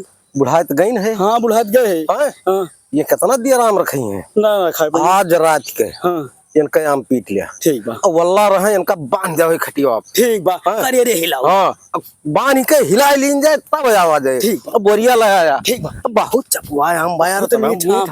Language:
Awadhi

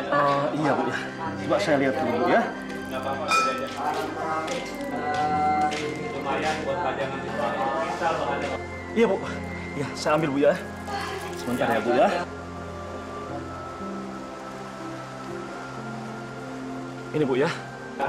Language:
Indonesian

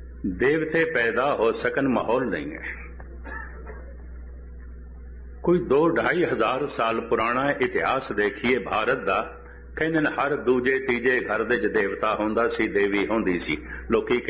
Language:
Punjabi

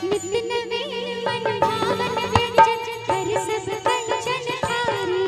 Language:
Maithili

